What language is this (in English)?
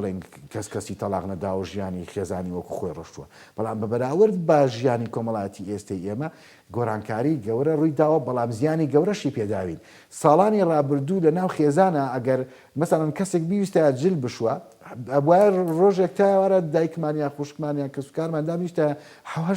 Central Kurdish